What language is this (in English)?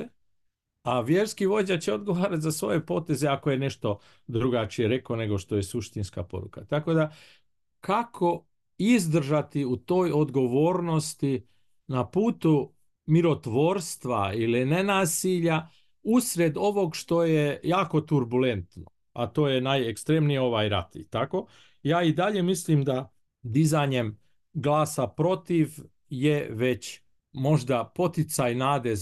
Bosnian